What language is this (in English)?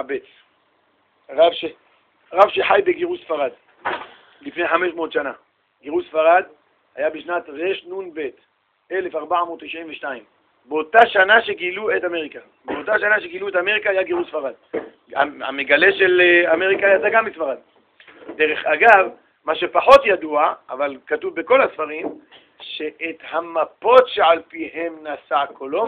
Hebrew